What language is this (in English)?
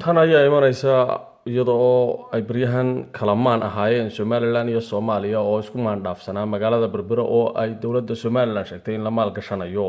Somali